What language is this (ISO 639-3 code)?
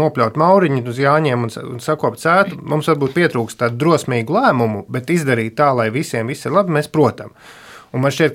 lav